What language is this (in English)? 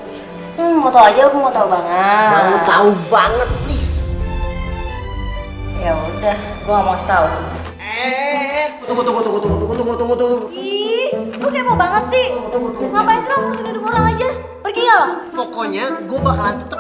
Indonesian